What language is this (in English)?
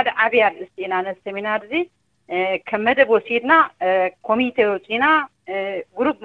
Tigrinya